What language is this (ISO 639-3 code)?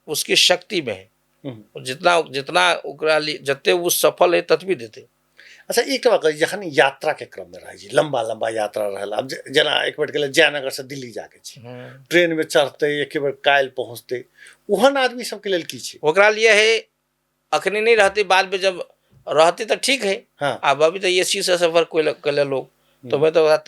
mai